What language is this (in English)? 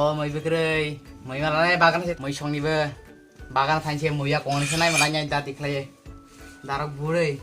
Kok Borok